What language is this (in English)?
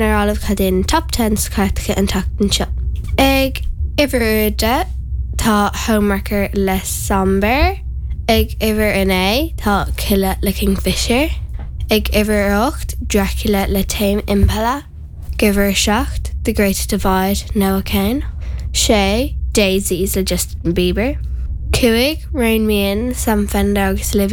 Irish